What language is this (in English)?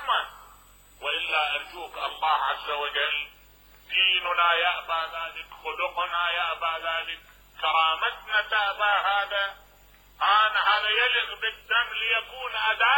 Mesopotamian Arabic